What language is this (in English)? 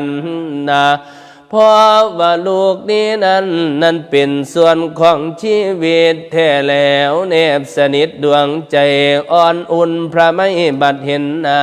Northeastern Thai